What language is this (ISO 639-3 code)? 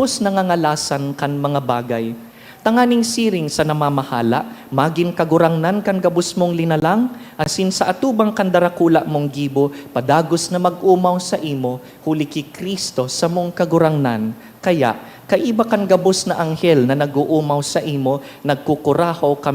bik